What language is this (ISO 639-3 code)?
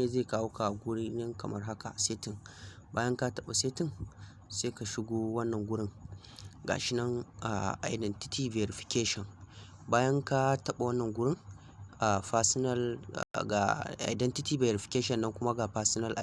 hau